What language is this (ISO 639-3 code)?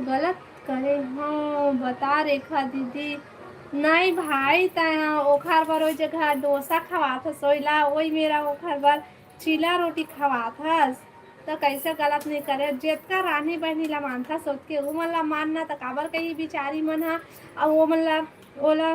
hne